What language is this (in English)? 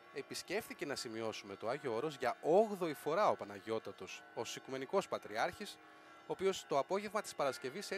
Greek